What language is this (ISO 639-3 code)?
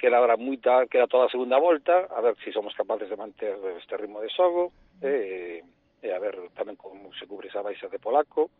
glg